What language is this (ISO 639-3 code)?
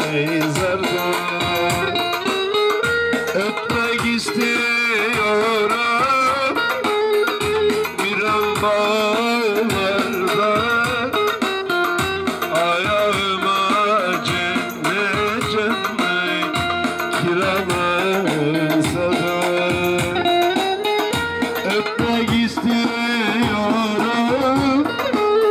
tur